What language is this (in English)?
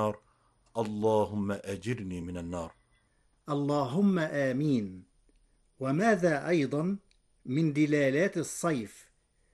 Arabic